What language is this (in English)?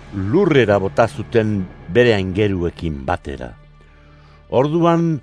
Basque